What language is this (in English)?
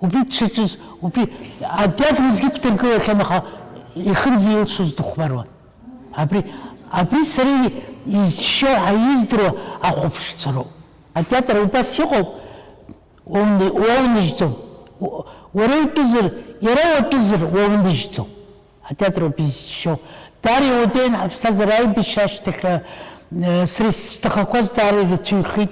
Abkhazian